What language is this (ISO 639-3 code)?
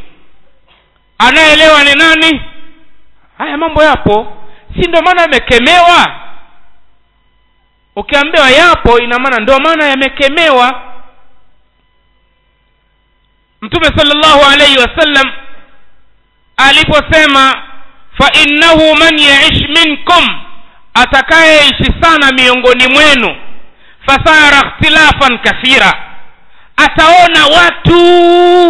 swa